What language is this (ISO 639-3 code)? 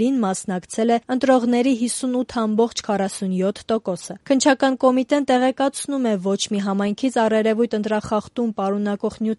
hye